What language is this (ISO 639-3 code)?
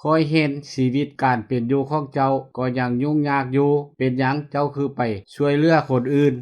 lao